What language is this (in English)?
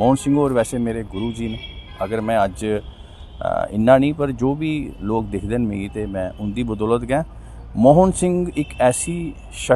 Dogri